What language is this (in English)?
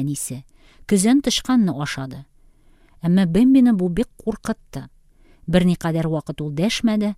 Tatar